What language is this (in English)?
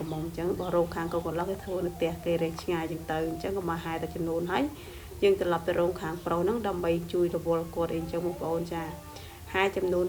Khmer